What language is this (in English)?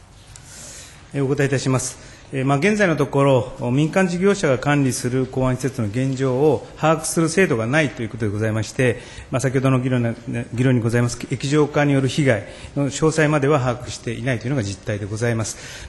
Japanese